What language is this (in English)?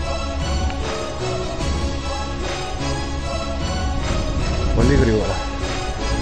Greek